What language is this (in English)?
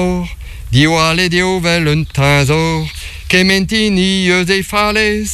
Breton